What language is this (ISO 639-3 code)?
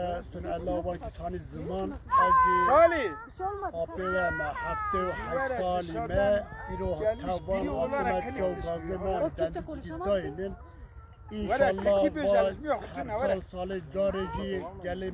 kur